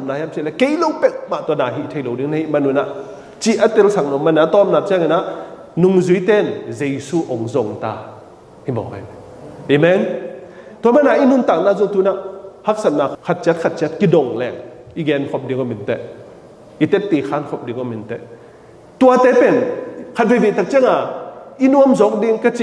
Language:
Tedim Chin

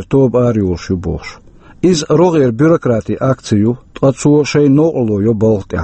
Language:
Chechen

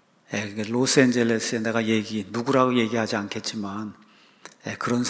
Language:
Korean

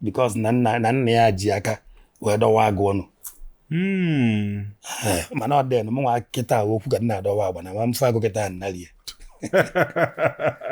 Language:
Igbo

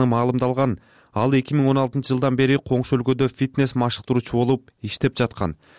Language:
Kyrgyz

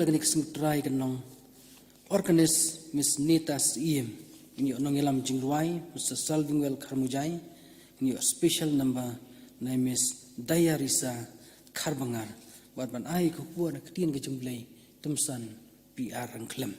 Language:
Khasi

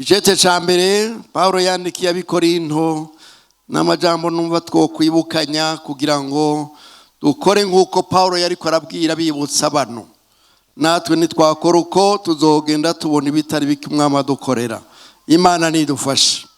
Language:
Rundi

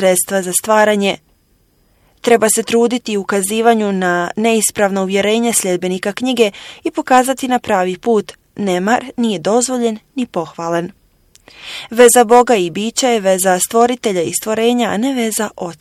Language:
Bosnian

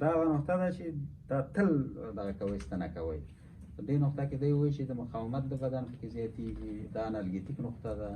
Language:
Pashto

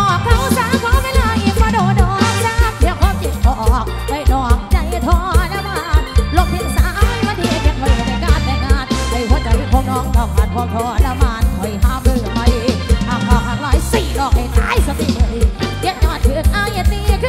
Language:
Thai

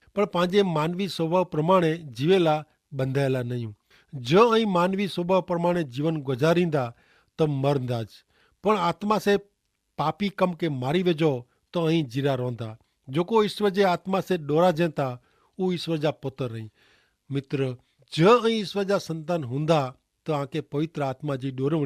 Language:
Kachhi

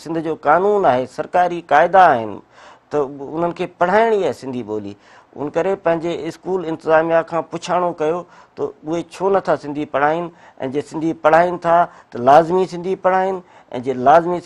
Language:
Sindhi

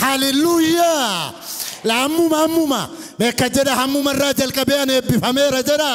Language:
Oromo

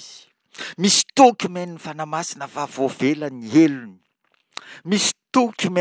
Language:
Malagasy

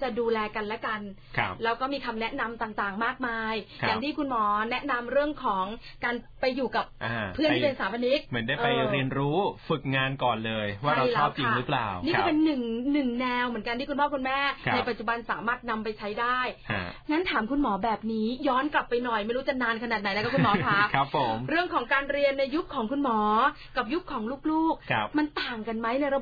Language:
Thai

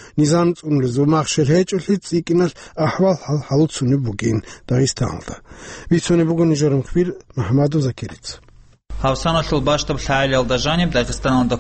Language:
Avaric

